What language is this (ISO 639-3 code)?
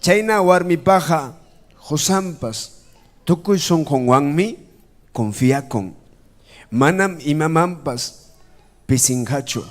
quy